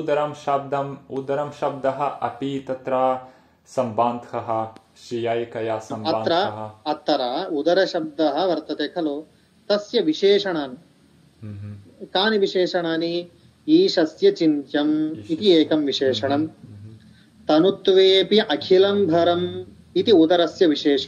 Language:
Sanskrit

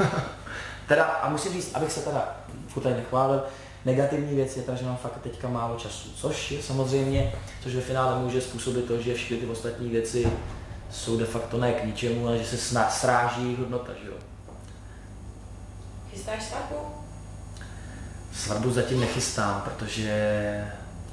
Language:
Czech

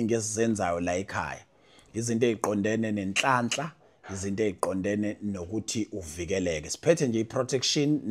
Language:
Zulu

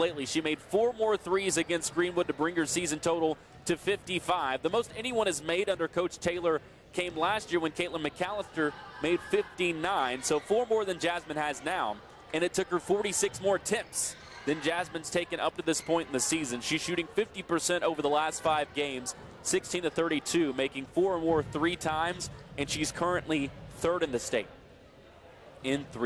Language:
English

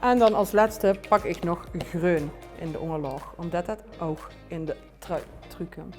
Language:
Limburgish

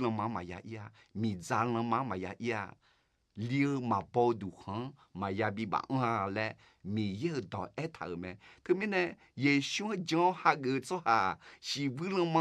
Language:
Akha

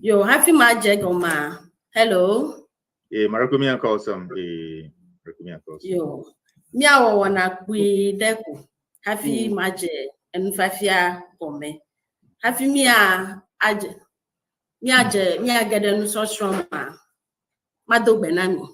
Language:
Ewe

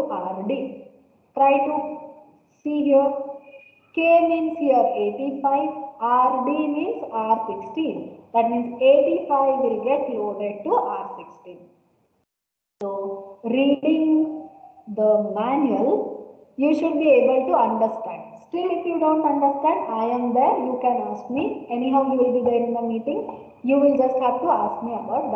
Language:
English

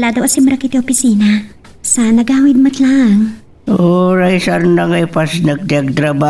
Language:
Iloko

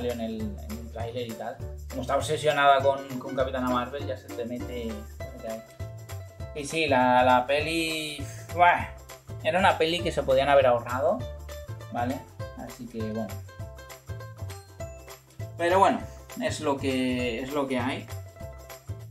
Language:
Spanish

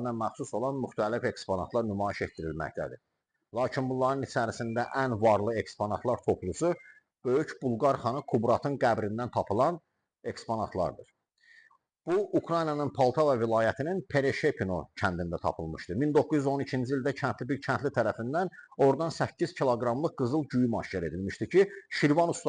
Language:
Azerbaijani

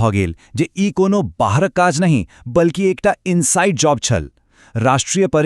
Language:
Maithili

